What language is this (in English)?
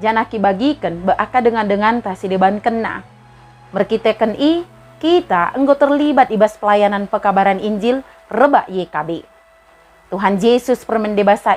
Batak Dairi